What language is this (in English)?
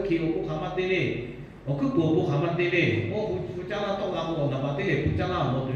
Lahu